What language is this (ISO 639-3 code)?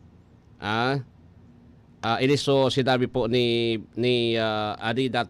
bik